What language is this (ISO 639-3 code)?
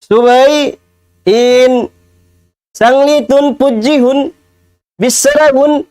tsg